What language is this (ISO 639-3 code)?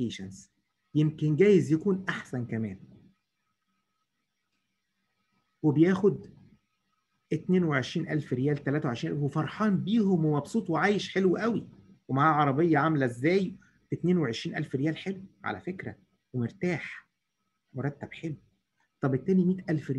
arz